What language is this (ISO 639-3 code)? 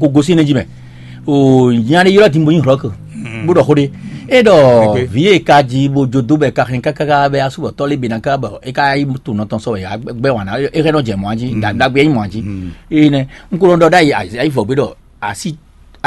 fon